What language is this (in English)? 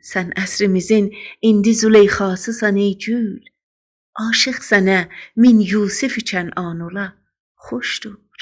South Azerbaijani